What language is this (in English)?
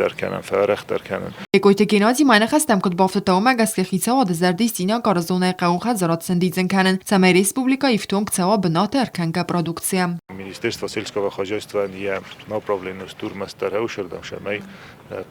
Ossetic